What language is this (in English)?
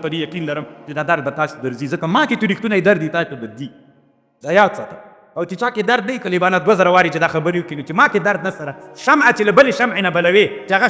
Pashto